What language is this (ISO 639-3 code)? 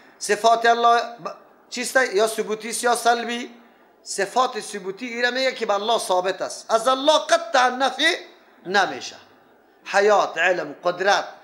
fas